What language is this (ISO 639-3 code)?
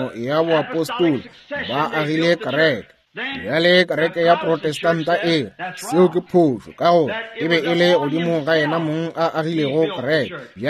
nso